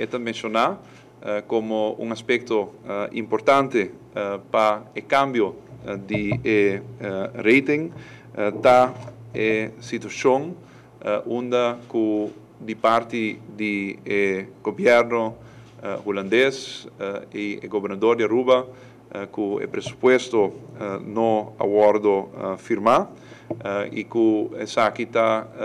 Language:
Papiamento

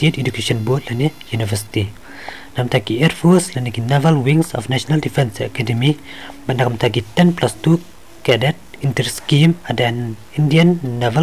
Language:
Khasi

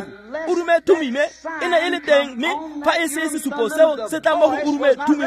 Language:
Tswana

